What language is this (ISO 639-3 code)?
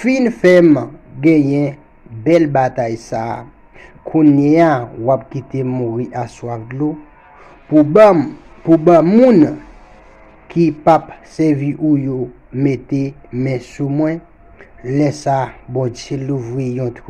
hat